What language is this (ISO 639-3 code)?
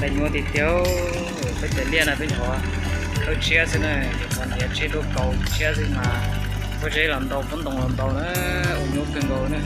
hmn